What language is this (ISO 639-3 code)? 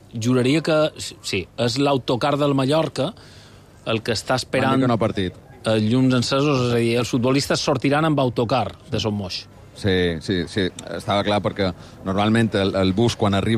cat